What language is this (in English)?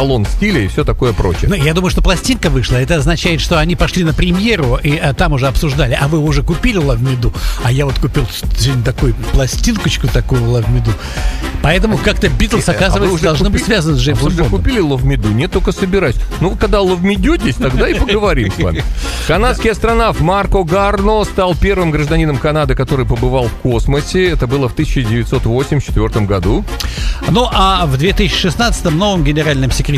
Russian